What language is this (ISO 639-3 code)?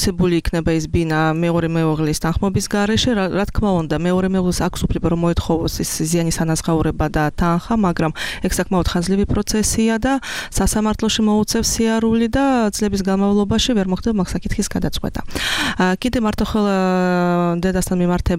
kat